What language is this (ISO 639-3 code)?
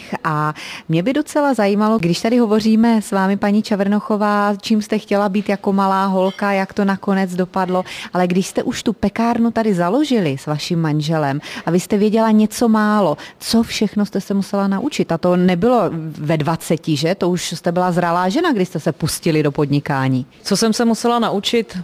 ces